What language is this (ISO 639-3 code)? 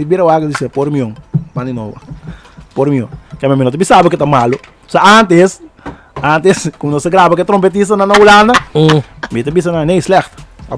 pap